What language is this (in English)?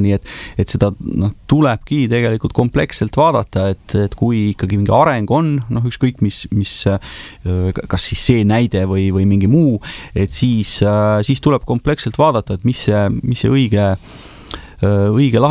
Estonian